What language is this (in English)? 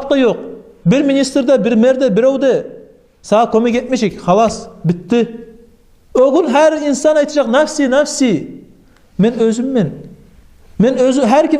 Kumyk